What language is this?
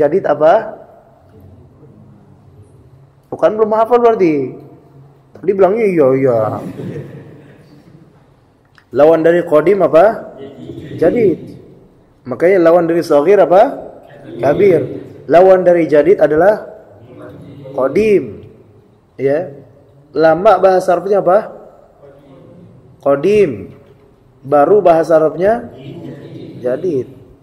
Indonesian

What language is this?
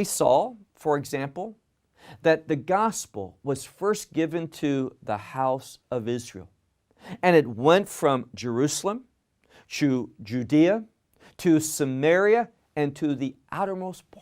English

